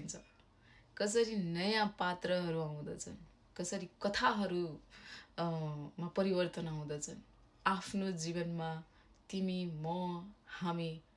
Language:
Nepali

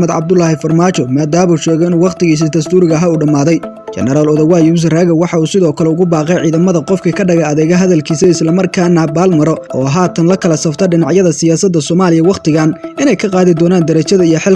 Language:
Somali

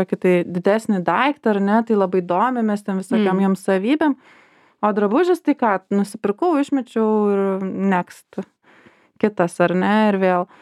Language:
Lithuanian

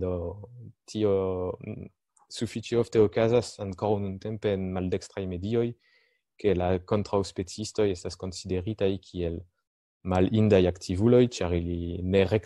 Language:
Esperanto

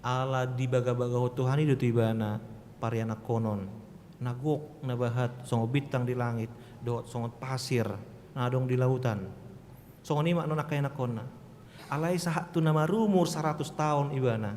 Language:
Batak Toba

